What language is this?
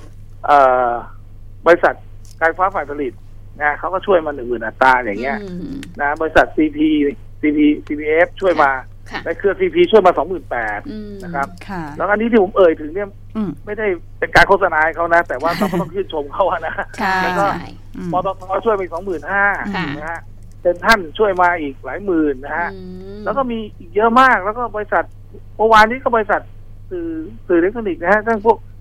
Thai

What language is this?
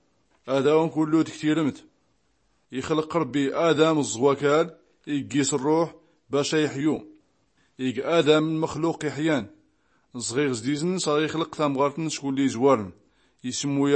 Tachelhit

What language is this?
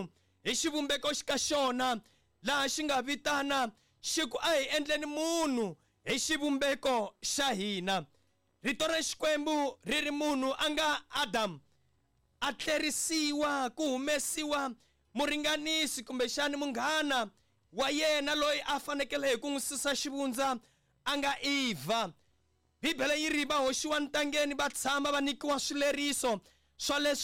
Tsonga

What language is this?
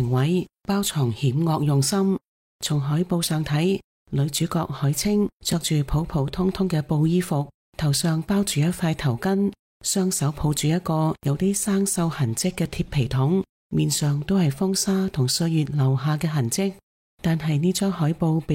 Cantonese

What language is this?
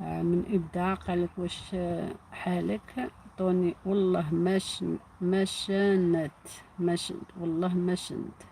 Algerian Arabic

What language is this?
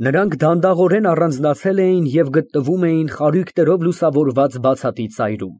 Armenian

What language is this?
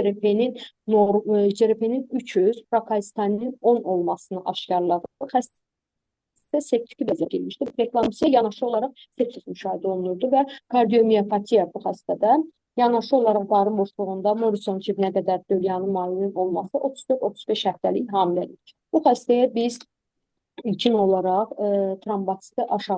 Azerbaijani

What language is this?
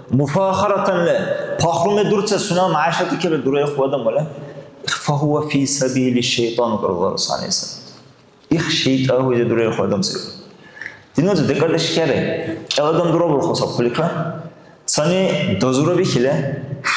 Dargwa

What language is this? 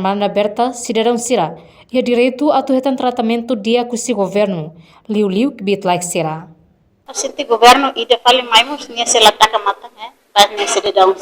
Tetum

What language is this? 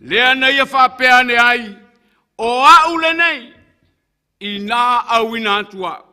Samoan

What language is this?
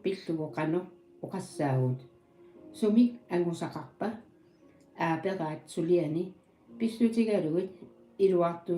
Kalaallisut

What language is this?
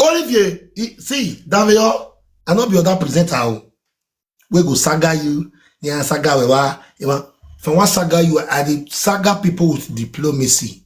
Nigerian Pidgin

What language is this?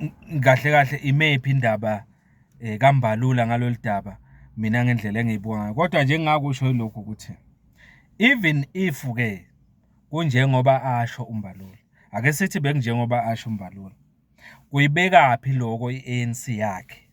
Zulu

